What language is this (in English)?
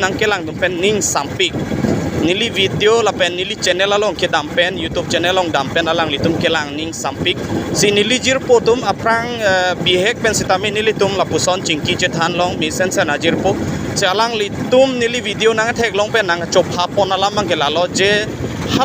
Karbi